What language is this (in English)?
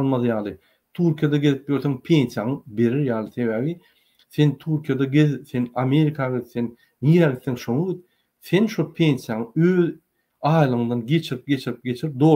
Turkmen